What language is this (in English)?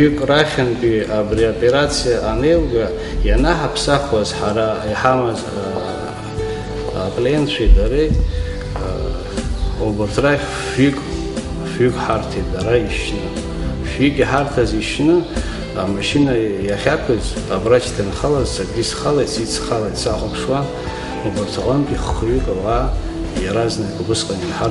Abkhazian